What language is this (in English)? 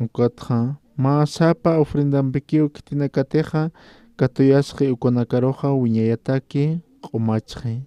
Aymara